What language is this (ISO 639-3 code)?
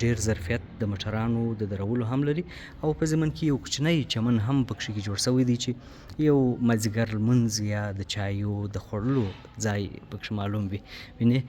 pus